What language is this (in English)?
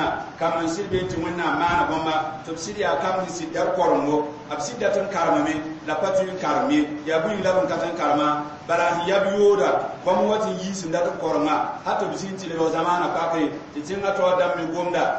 Mossi